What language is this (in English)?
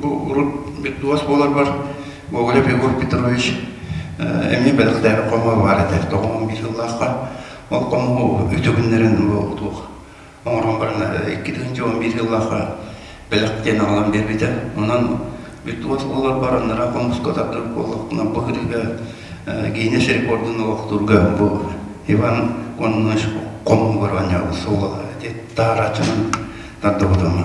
Yakut